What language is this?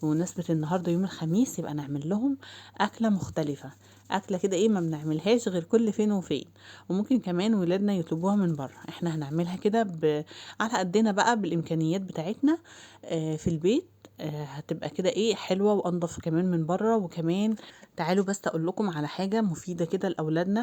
Egyptian Arabic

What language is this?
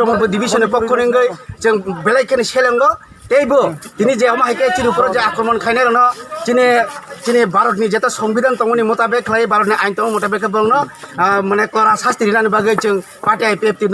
Kok Borok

